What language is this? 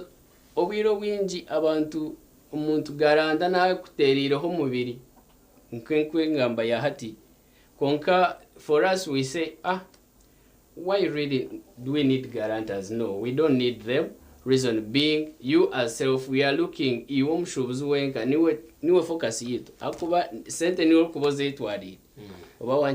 Nyankole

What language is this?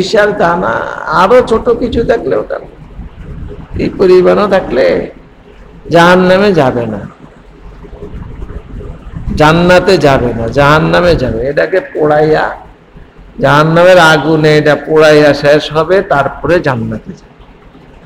Bangla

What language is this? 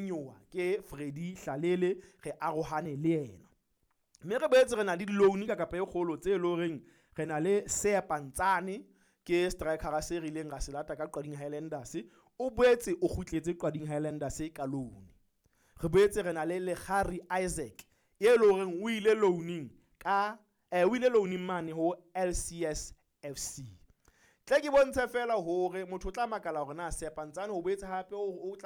Southern Sotho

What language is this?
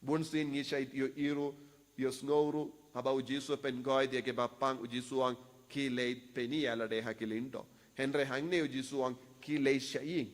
Khasi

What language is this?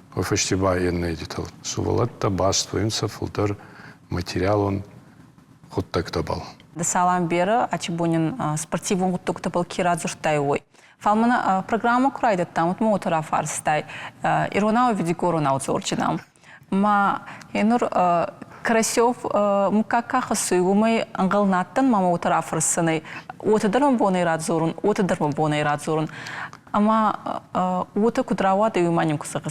Ossetic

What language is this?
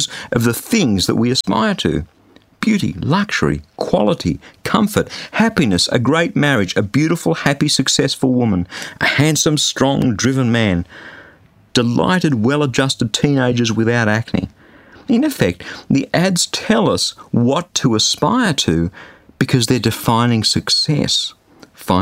English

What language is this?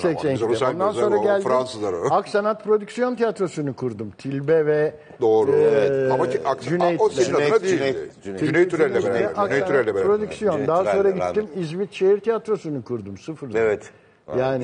Turkish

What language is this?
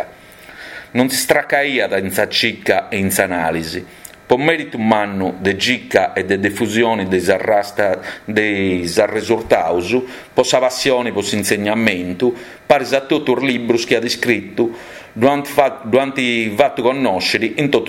Sardinian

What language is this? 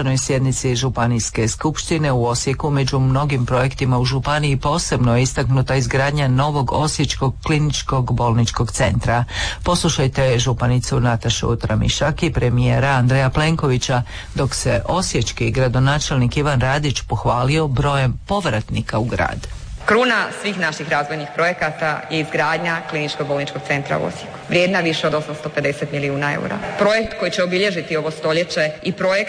Croatian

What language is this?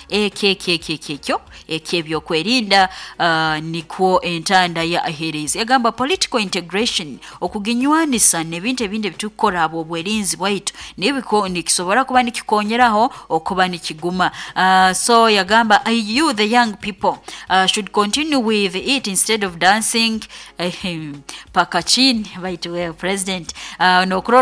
Nyoro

